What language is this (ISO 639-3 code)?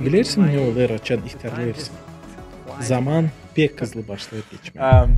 gag